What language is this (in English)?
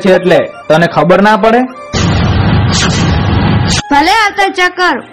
Gujarati